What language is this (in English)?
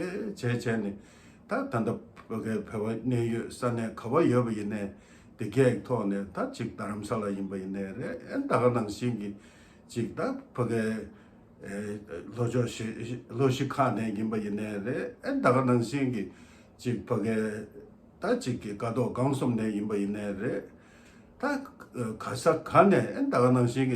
Tibetan